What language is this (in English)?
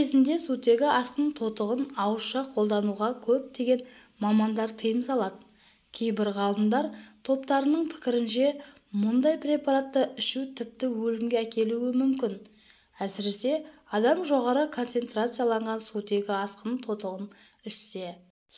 Kazakh